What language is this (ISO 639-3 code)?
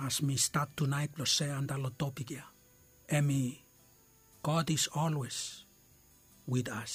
bis